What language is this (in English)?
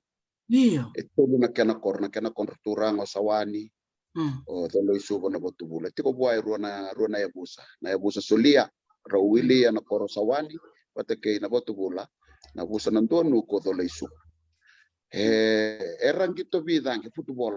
Fijian